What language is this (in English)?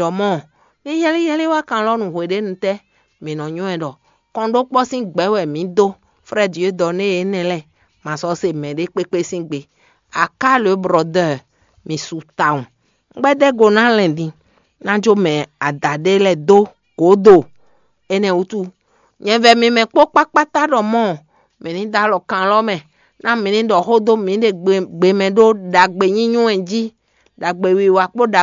Fon